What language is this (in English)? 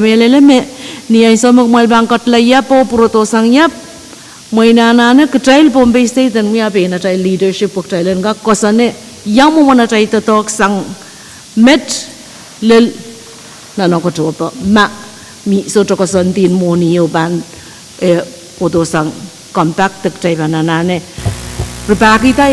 Pohnpeian